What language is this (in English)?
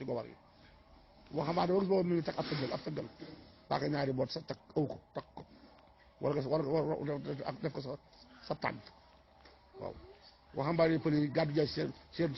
Wolof